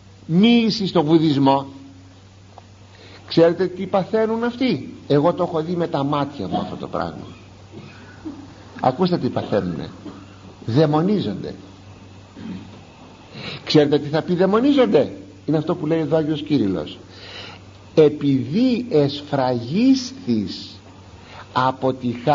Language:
Greek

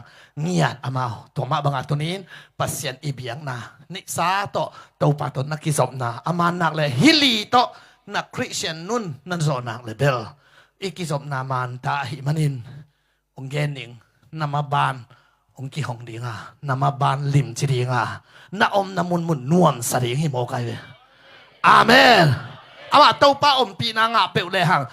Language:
Tedim Chin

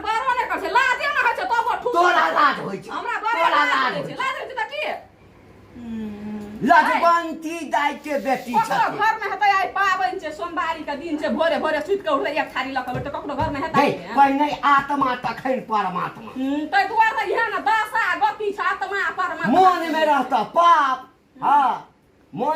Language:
Maithili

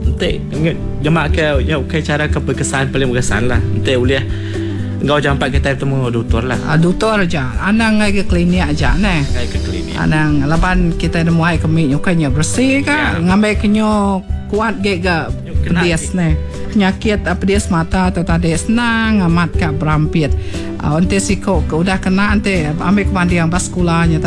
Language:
Iban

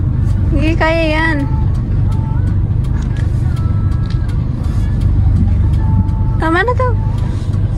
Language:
Filipino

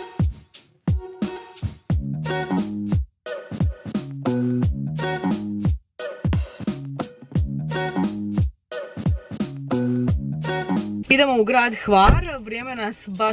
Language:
Croatian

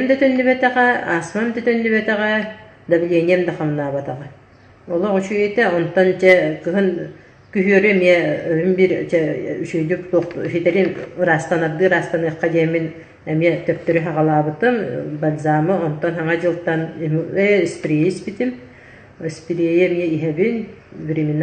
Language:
Yakut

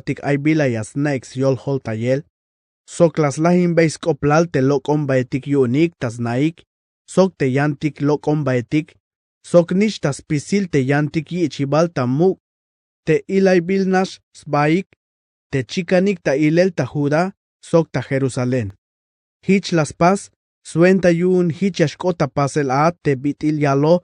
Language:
Tzeltal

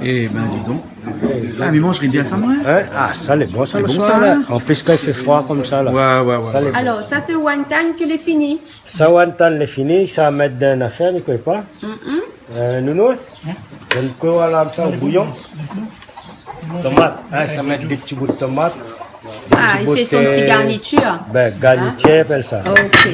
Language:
Réunion Creole French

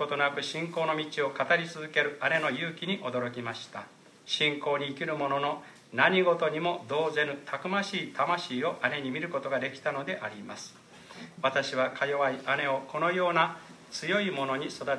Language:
Japanese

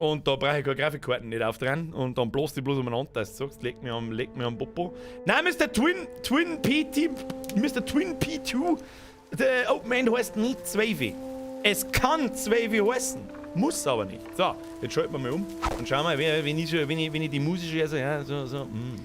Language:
Bavarian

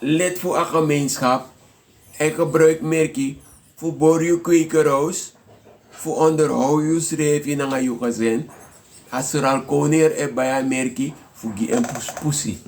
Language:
Sranan Tongo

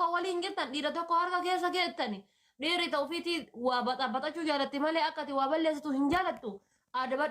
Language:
Oromo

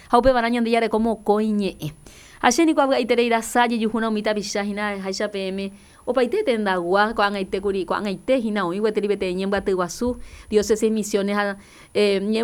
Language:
Guarani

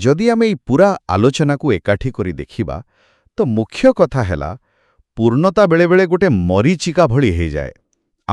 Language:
Odia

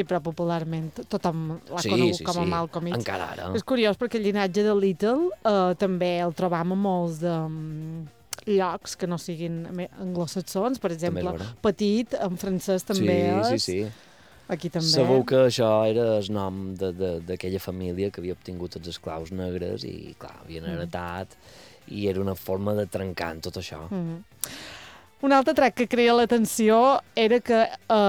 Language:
Catalan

